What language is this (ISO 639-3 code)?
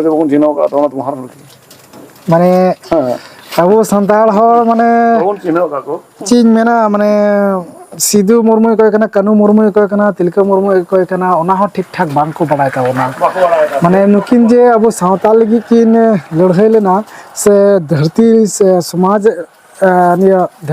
sat